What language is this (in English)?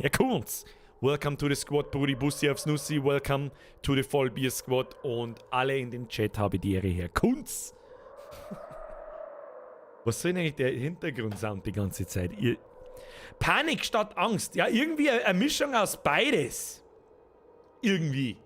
Bavarian